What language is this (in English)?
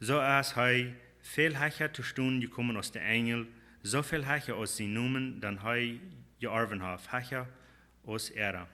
Plautdietsch